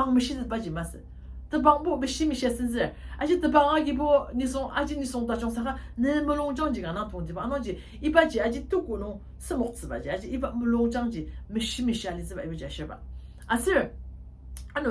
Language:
Ao Naga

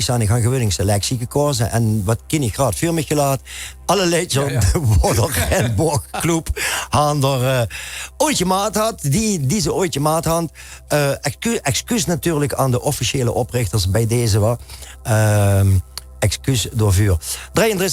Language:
Limburgish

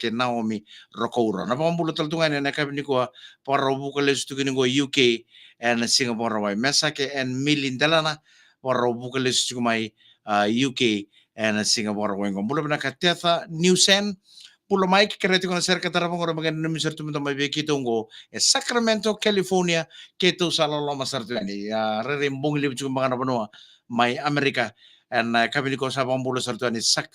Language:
Fijian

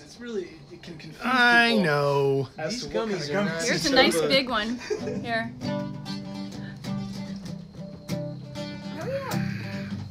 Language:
English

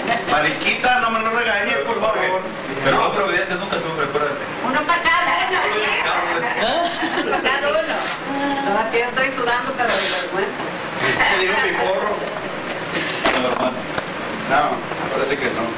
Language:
Spanish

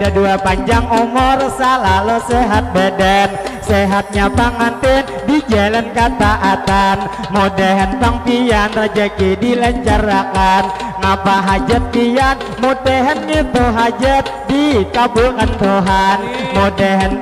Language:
Banjar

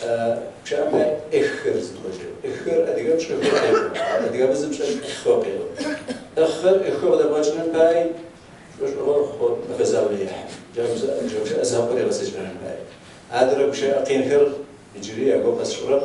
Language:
Kabardian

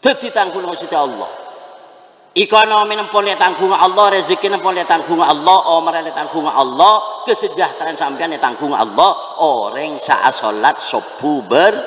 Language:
Madurese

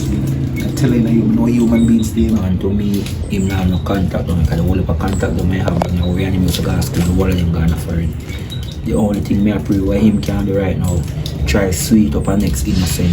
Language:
Jamaican Creole English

